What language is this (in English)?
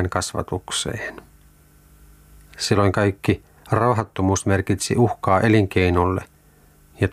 Finnish